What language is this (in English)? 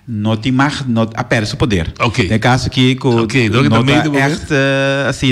Papiamento